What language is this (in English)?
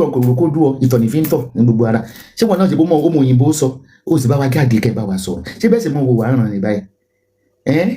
Yoruba